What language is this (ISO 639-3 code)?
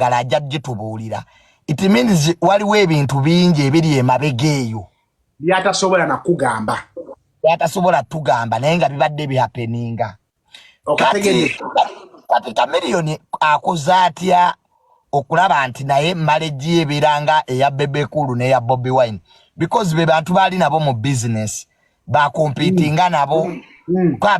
lug